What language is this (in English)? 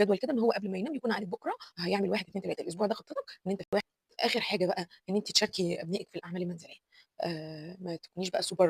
Egyptian Arabic